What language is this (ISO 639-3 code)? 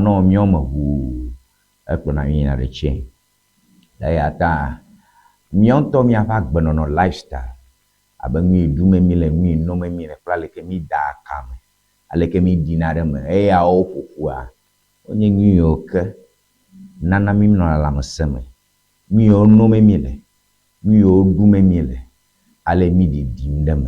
ewe